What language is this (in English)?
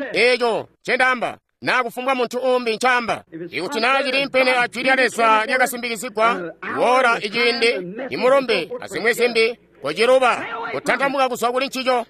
Tonga (Zambia)